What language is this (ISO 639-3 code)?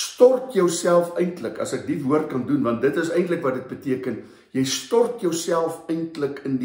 afr